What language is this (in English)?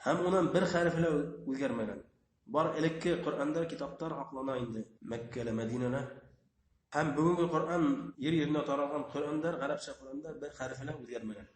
Bashkir